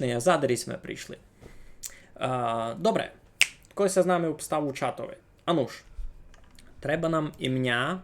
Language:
Rusyn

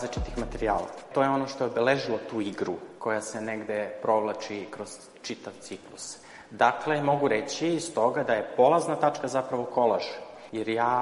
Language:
Serbian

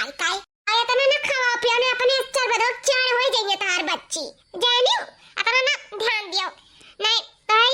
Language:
Awadhi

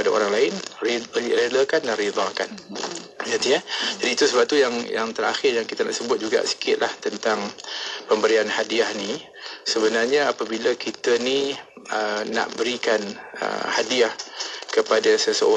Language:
Malay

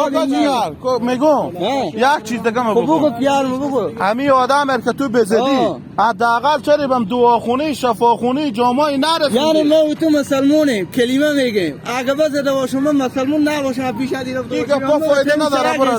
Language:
Persian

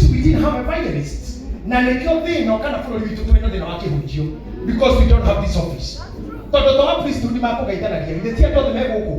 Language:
Kikuyu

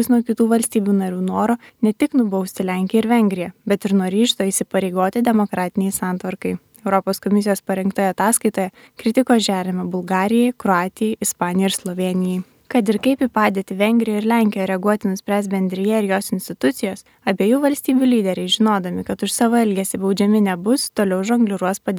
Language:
Lithuanian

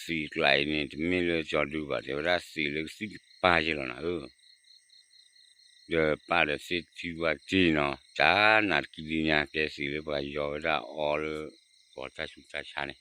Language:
S'gaw Karen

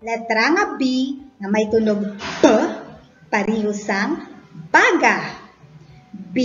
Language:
Hiligaynon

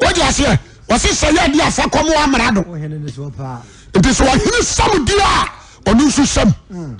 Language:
Akan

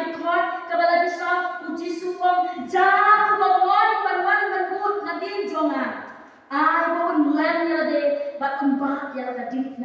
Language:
Khasi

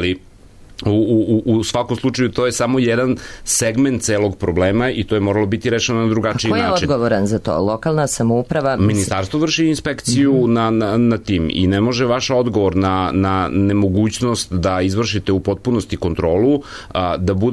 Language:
Serbian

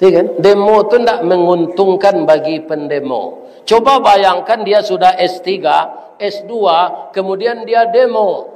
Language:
Minangkabau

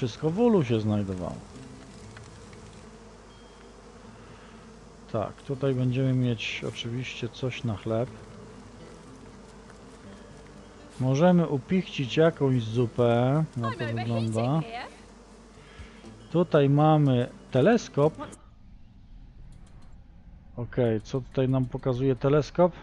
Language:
Polish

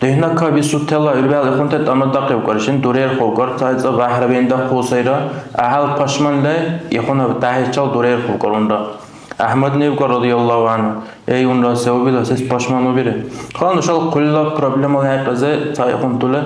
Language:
Dargwa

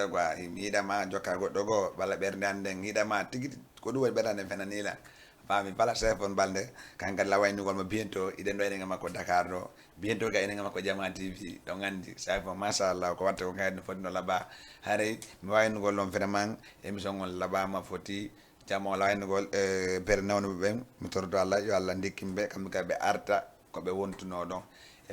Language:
Fula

